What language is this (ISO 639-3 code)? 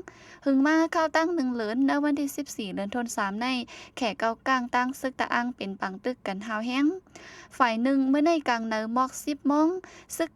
shn